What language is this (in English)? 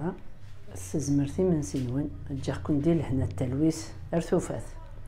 Kabyle